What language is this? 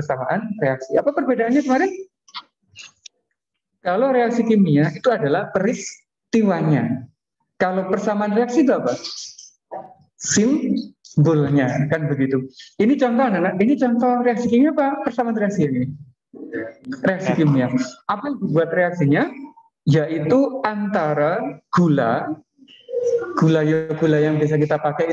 Indonesian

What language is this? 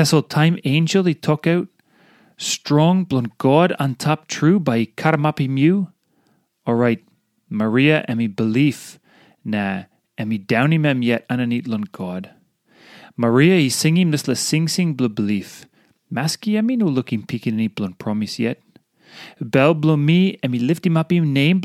Tok Pisin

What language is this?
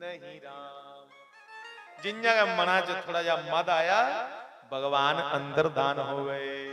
Dogri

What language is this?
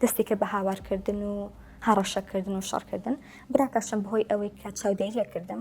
Central Kurdish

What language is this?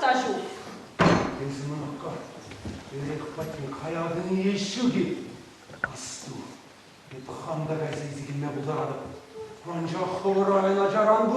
Chuvash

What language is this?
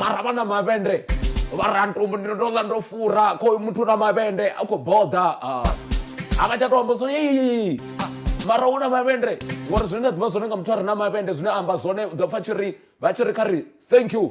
Venda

